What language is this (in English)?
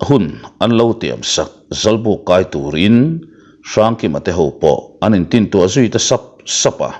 Mizo